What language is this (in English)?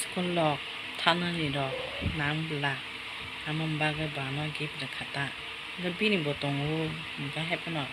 Kok Borok